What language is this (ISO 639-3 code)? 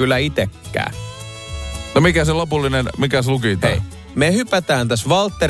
fin